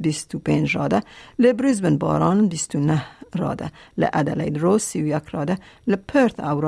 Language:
Kurdish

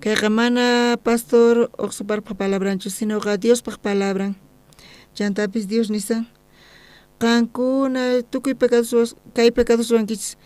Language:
South Bolivian Quechua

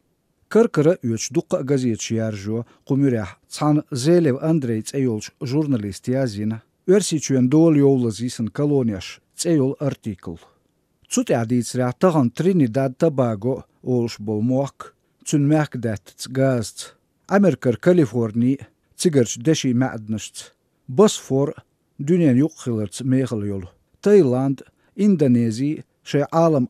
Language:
Chechen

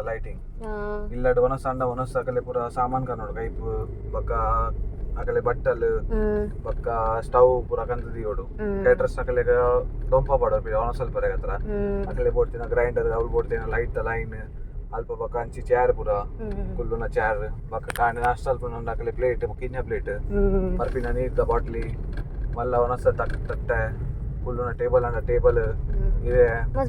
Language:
Tulu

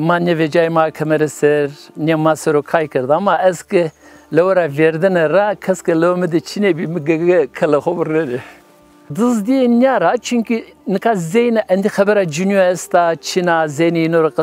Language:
Zaza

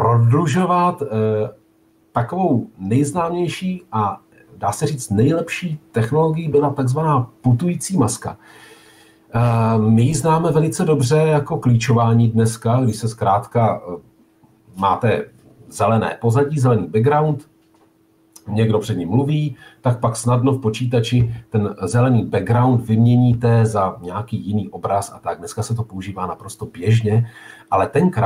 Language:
Czech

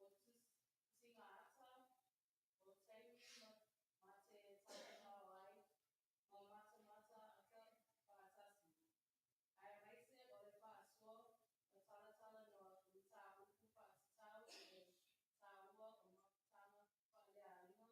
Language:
Samoan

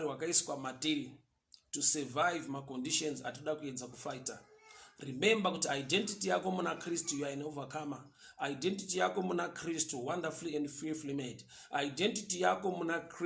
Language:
Shona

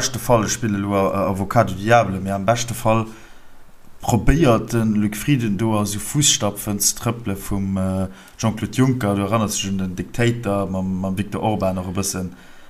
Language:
Luxembourgish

